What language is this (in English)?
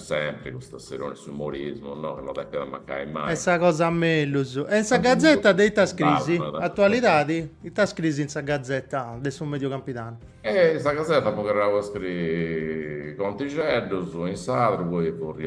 Sardinian